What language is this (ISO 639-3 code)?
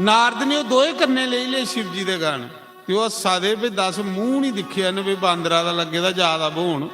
doi